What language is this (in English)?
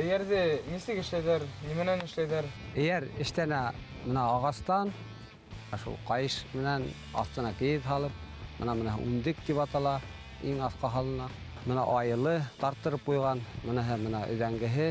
Bashkir